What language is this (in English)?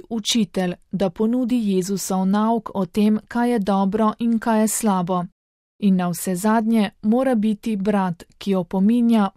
Slovenian